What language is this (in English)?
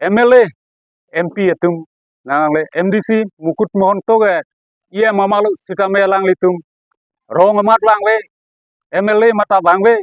Karbi